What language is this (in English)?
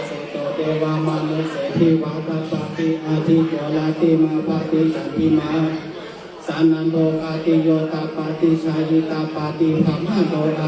Pali